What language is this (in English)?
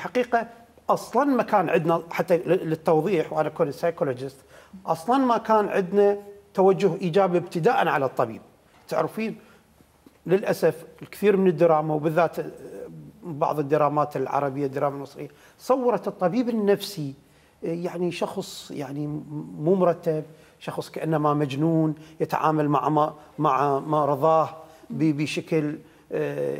Mesopotamian Arabic